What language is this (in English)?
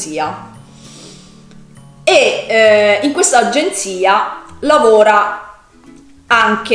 Italian